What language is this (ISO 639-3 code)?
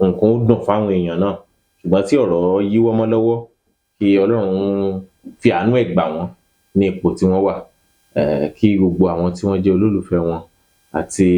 yor